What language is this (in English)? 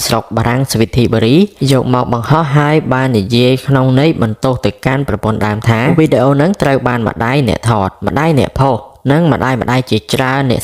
Khmer